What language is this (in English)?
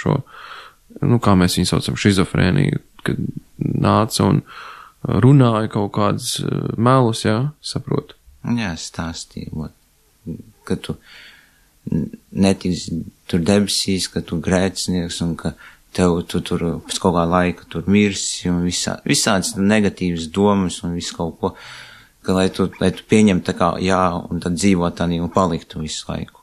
Latvian